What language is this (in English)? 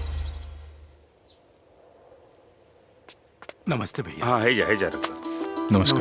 Bhojpuri